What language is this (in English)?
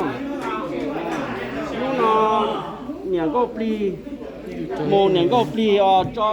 Hmong